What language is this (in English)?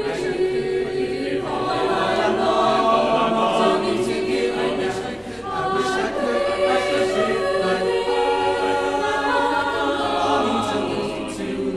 English